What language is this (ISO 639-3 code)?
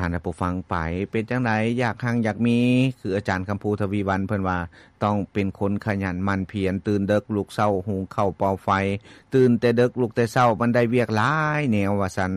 lao